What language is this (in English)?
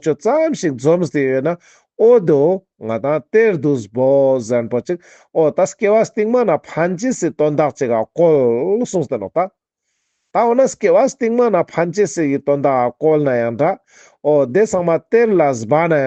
Ladakhi